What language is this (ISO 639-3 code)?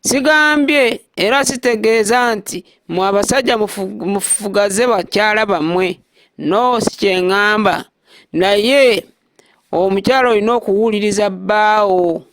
lug